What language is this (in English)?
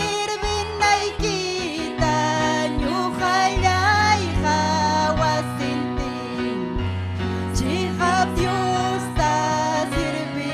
Ayacucho Quechua